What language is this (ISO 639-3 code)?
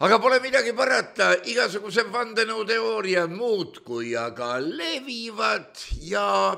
est